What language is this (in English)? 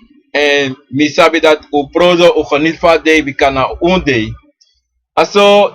Sranan Tongo